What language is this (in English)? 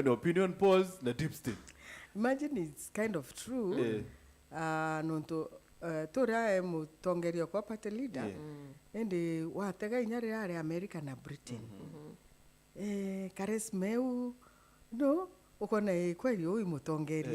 Meru